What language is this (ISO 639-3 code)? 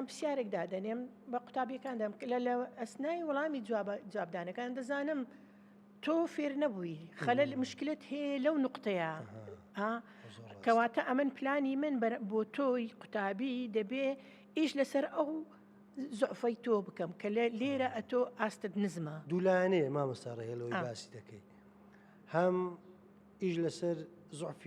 ckb